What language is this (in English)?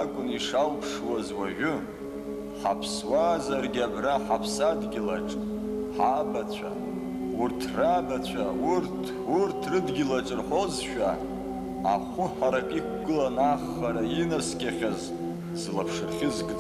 Abkhazian